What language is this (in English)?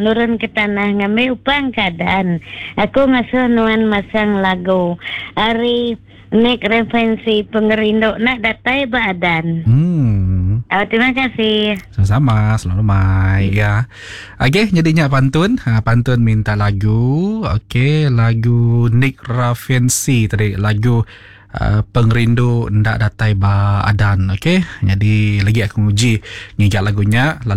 Iban